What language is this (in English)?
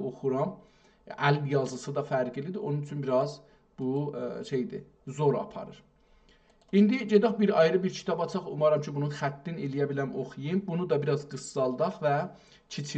South Azerbaijani